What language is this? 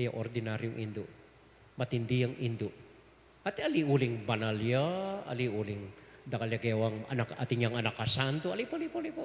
Pampanga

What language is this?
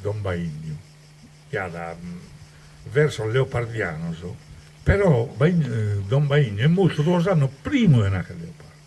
Sardinian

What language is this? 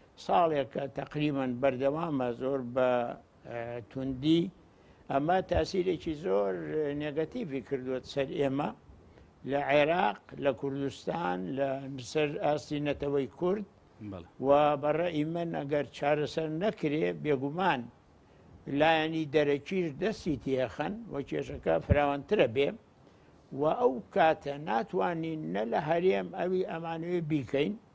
Central Kurdish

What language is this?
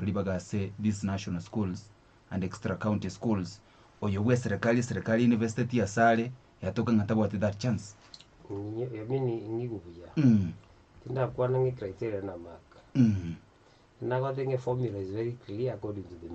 Gusii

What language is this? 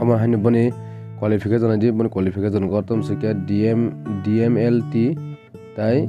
Kok Borok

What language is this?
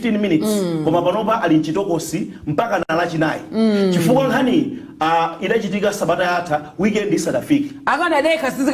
Nyanja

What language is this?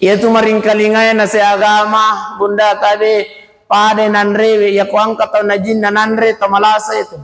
Buginese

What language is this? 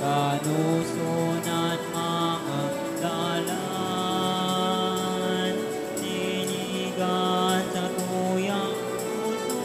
Bikol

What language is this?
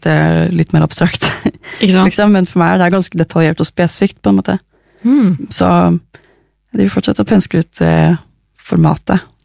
Norwegian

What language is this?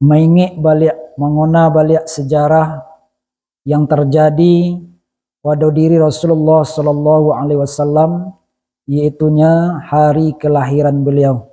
Minangkabau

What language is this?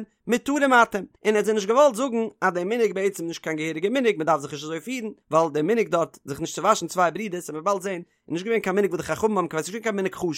Yiddish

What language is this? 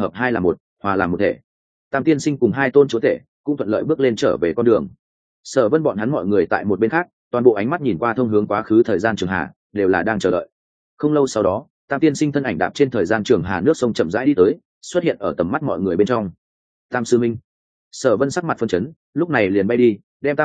Vietnamese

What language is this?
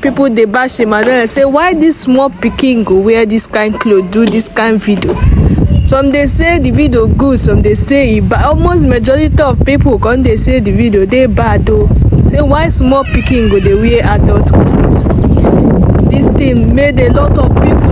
Nigerian Pidgin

